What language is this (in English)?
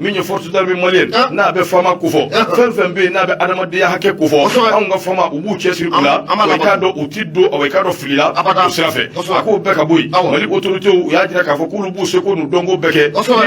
Bambara